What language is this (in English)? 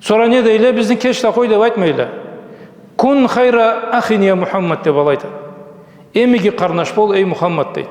Karachay-Balkar